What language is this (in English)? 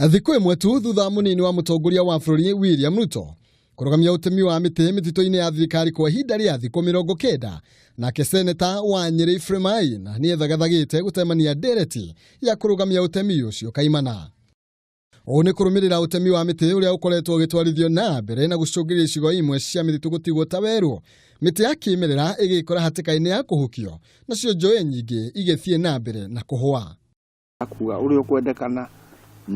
Kikuyu